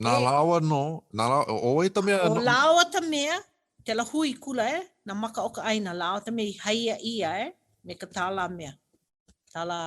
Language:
Hawaiian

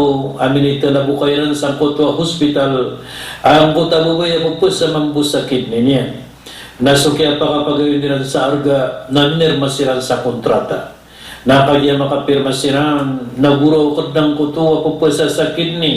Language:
Maranao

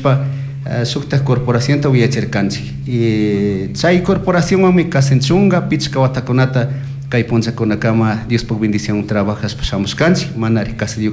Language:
Chimborazo Highland Quichua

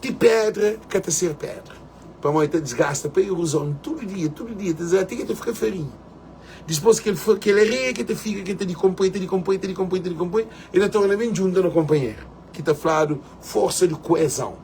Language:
Kabuverdianu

